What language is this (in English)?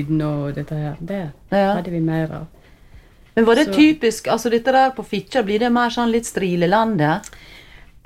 Norwegian